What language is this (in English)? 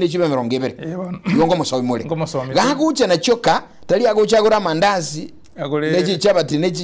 Gusii